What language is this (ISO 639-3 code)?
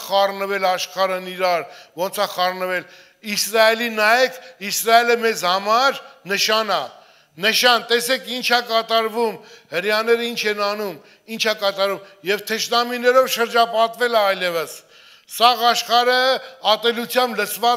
hye